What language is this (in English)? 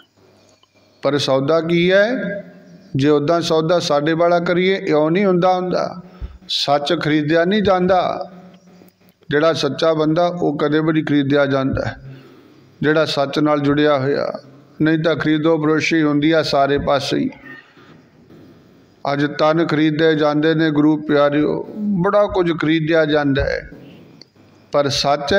Punjabi